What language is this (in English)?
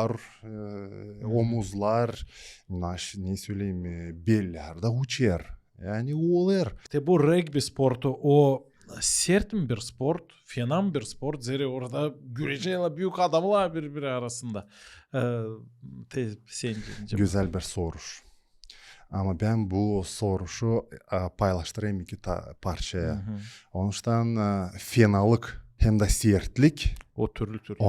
Gagauz